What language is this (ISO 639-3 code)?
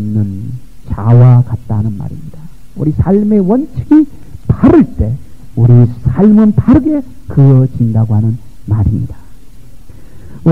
kor